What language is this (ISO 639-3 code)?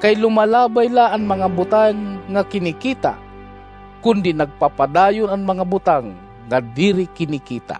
war